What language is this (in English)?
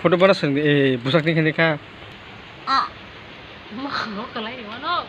Kok Borok